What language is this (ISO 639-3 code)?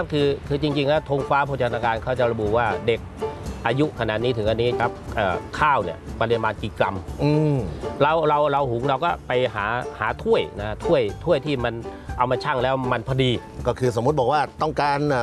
tha